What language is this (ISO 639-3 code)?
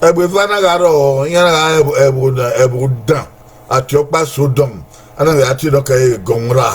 bin